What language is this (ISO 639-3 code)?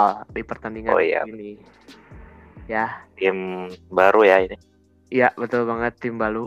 ind